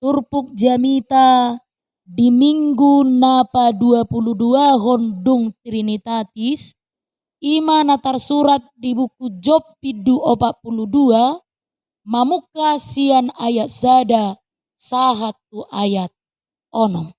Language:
Batak Toba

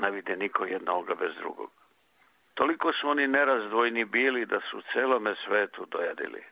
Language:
Serbian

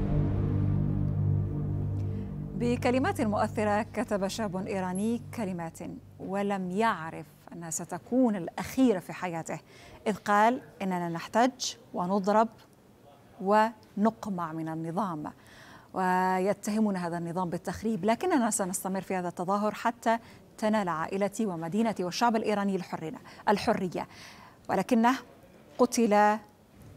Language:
Arabic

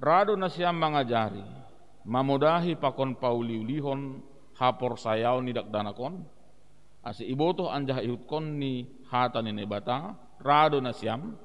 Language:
Batak Simalungun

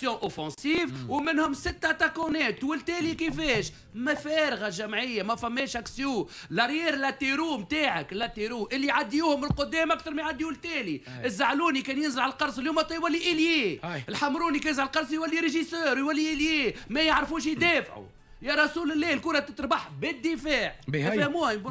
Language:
Tunisian Arabic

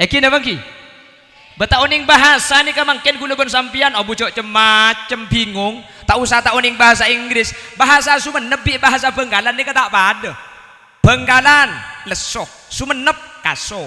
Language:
Madurese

